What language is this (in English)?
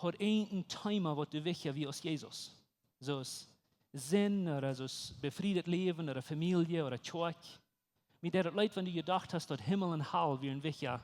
Plautdietsch